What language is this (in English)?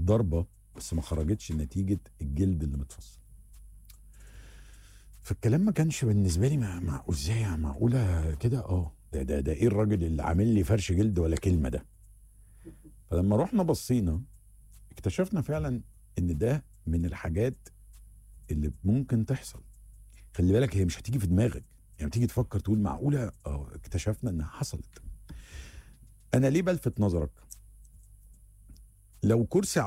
Egyptian Arabic